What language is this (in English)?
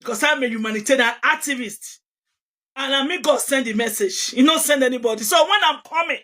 Nigerian Pidgin